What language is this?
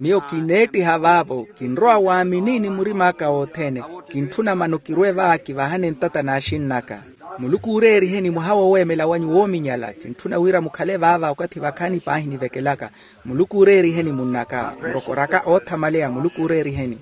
Makhuwa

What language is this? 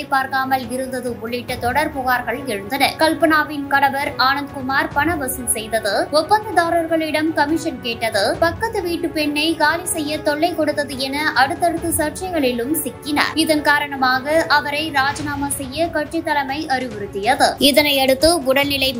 Tamil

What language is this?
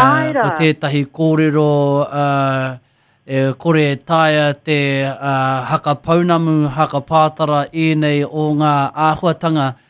Māori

